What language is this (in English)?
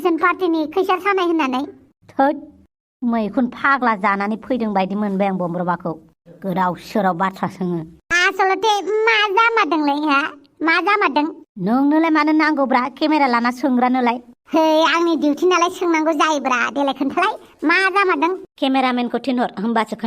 Bodo